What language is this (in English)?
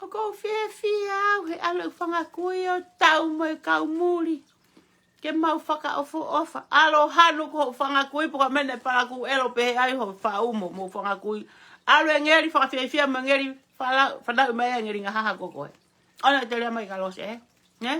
Tongan